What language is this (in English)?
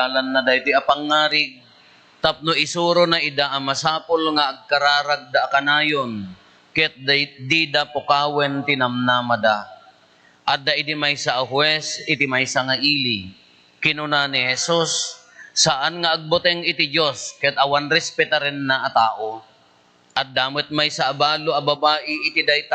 Iloko